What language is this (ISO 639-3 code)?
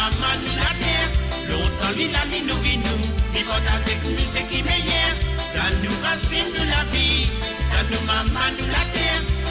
mfe